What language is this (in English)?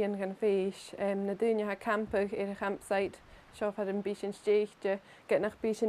Scottish Gaelic